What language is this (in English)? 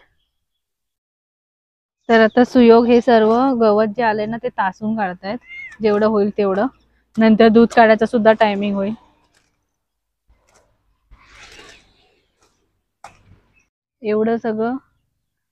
Marathi